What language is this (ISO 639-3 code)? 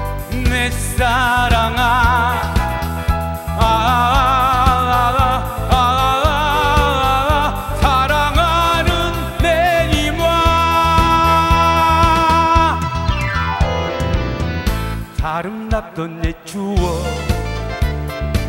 kor